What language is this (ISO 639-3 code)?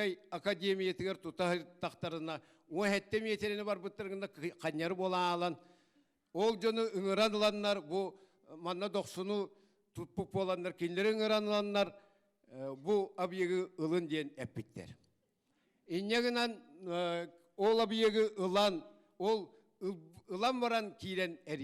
sah